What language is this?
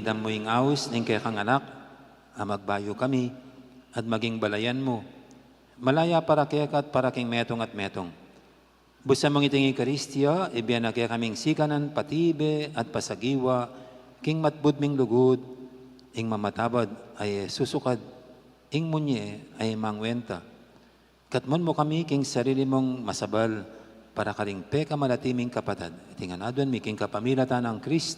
Pampanga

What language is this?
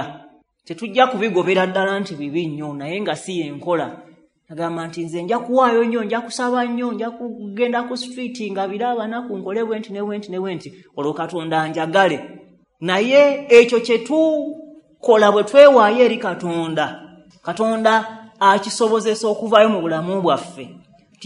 Ganda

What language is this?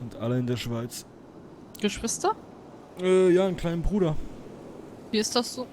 Swiss German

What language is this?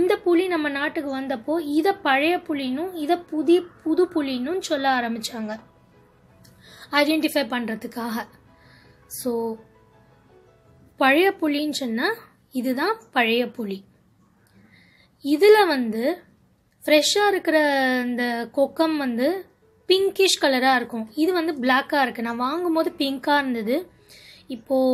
Tamil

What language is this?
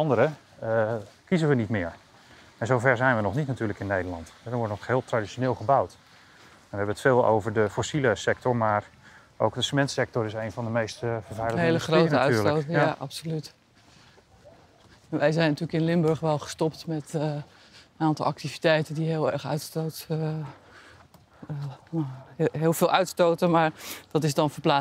Dutch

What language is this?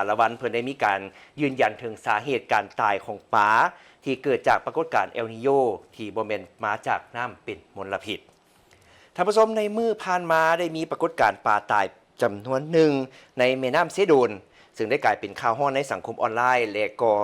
Lao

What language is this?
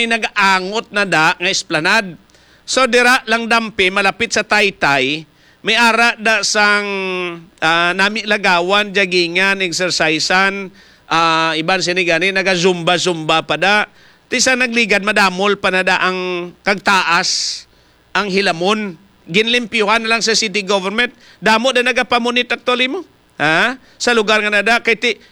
Hiligaynon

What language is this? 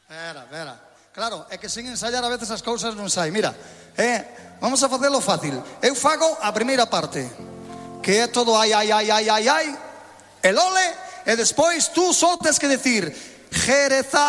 Galician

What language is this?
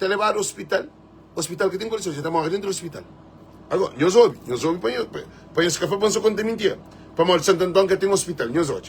Kabuverdianu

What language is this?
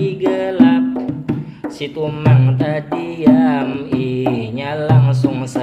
Banjar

